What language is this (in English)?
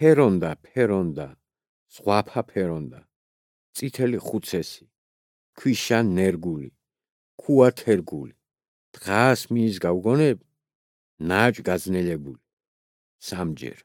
Georgian